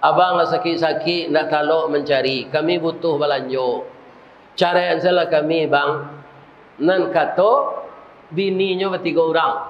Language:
Minangkabau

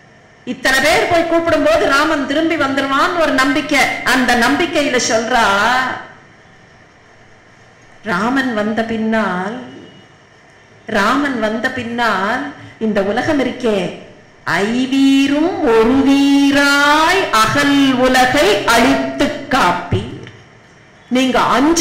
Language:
Tamil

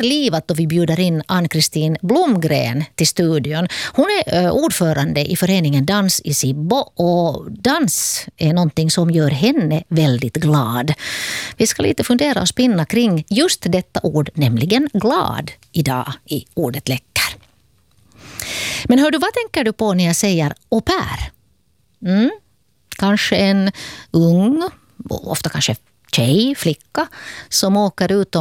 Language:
Swedish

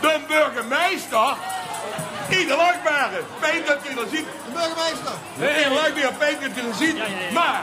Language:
Limburgish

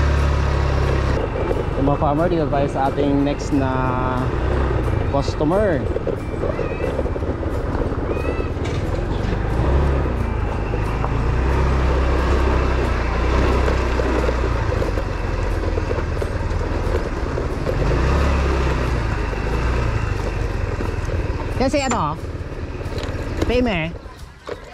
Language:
Filipino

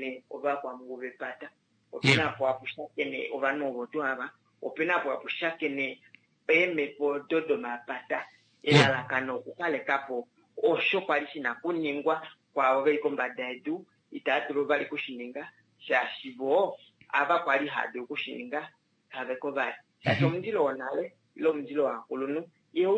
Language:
Kuanyama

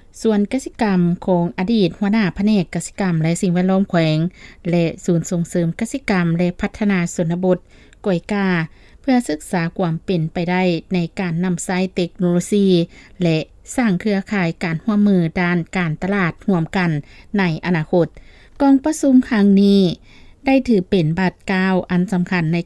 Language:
Lao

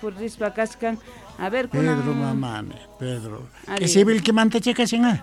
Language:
South Bolivian Quechua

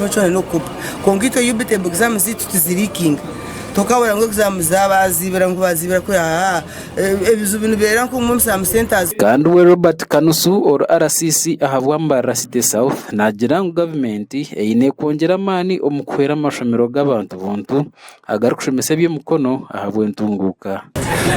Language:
Nyankole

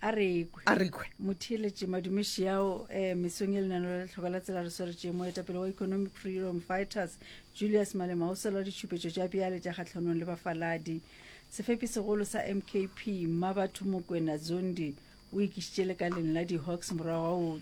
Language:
Northern Sotho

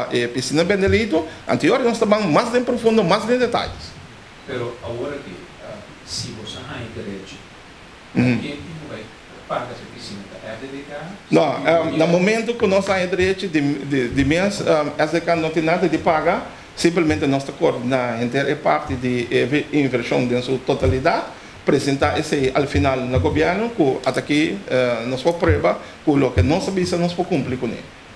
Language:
Papiamento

